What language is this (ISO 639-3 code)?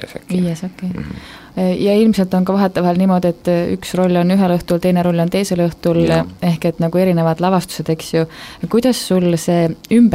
est